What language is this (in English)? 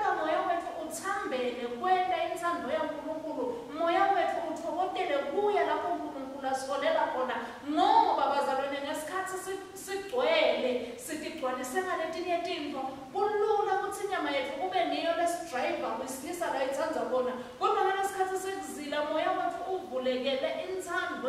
Swati